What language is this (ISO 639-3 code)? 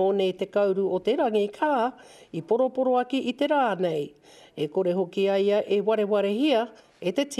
mri